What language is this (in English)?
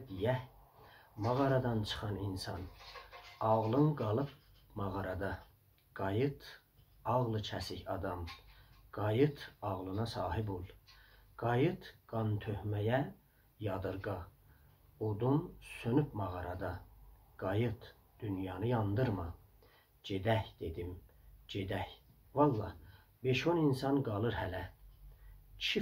South Azerbaijani